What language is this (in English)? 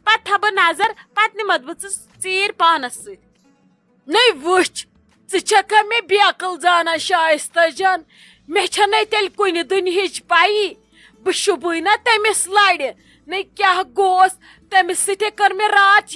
Kashmiri